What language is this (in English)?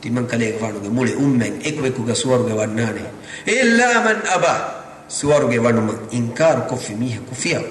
Divehi